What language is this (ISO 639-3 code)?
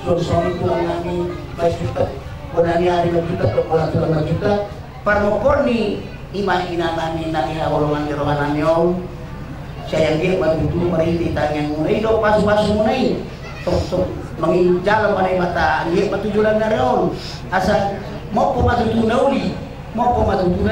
bbc